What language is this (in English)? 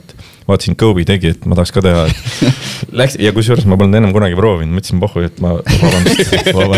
Estonian